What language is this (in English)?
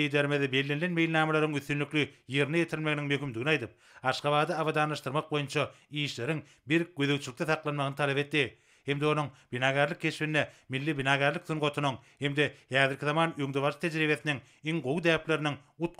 Turkmen